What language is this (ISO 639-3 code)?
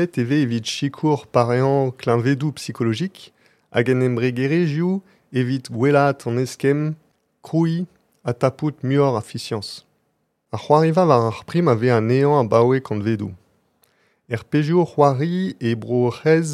bre